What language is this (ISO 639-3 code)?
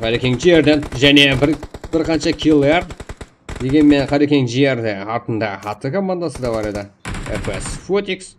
kaa